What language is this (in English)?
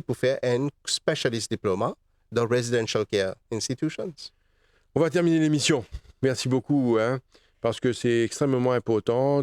Morisyen